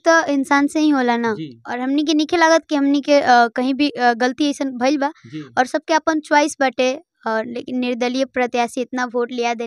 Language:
Bhojpuri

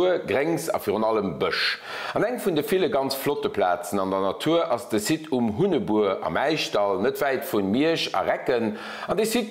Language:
Luxembourgish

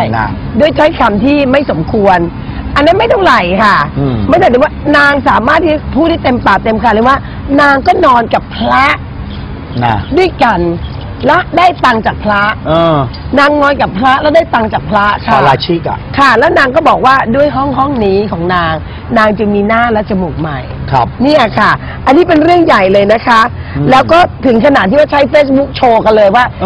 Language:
Thai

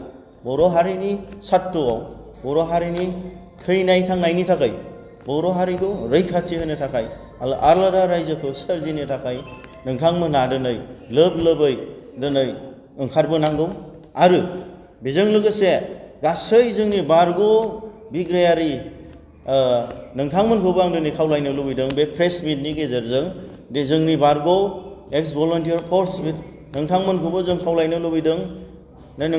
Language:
Bodo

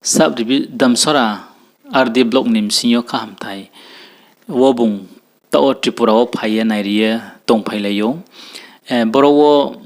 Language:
Riang (India)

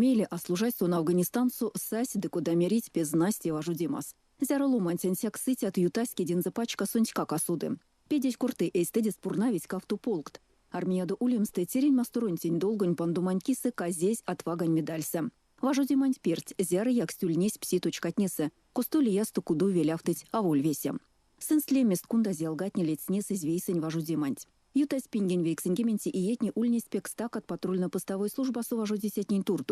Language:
Erzya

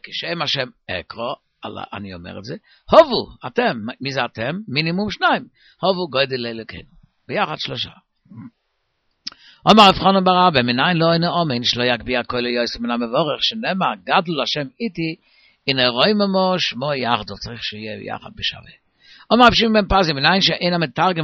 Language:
Hebrew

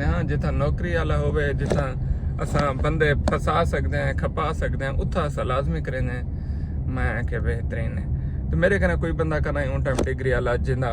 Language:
Saraiki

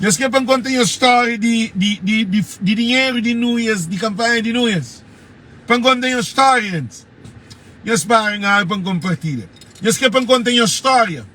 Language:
Kabuverdianu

